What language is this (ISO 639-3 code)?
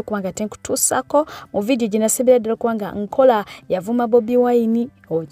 lug